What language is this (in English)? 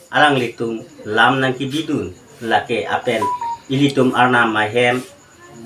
Karbi